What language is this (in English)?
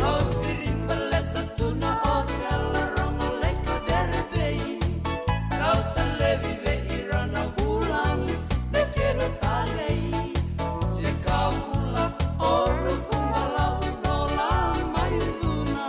Fijian